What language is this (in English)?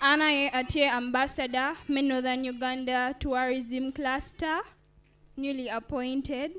Acoli